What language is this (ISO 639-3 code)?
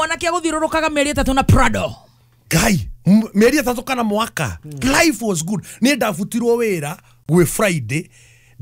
kik